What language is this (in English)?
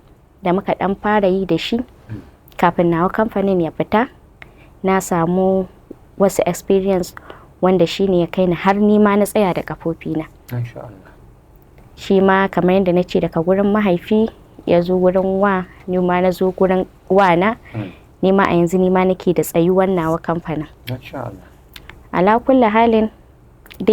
Hausa